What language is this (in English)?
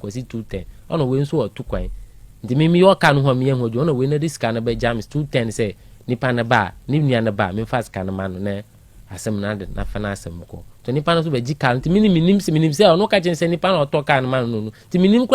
Akan